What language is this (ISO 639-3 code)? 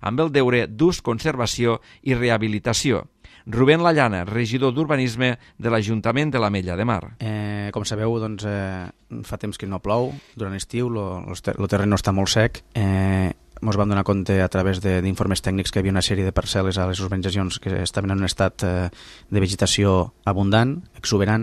cat